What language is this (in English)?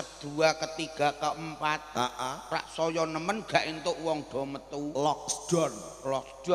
Javanese